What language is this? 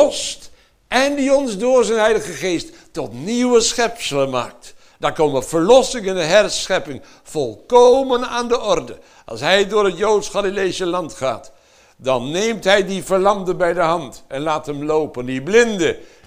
Dutch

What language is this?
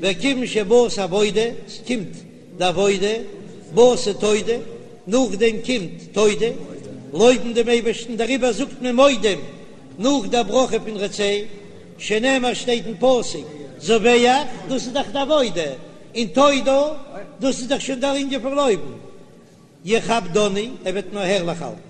Yiddish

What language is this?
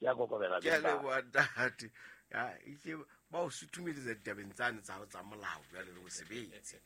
Southern Sotho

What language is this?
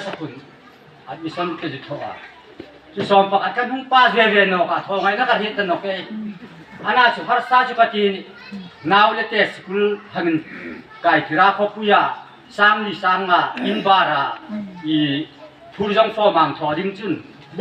Hmar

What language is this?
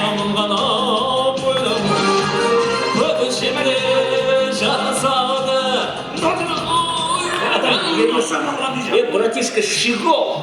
Kara-Kalpak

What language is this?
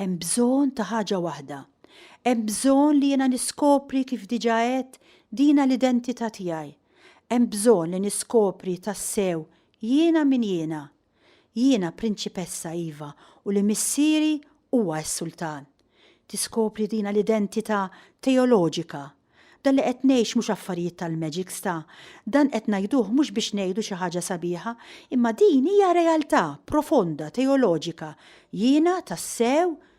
Maltese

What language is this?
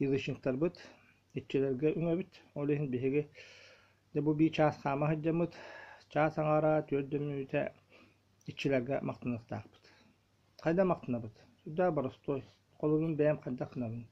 Yakut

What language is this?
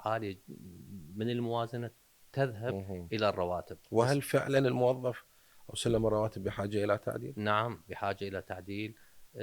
Mesopotamian Arabic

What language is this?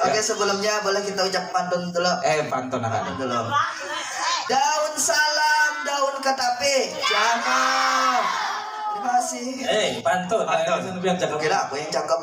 Banjar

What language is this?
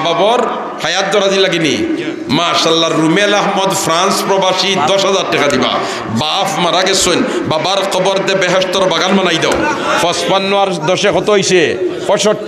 Sylheti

